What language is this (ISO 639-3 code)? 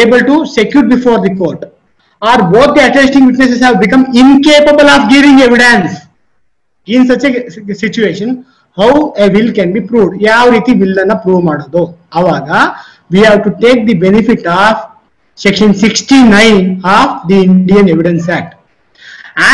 kan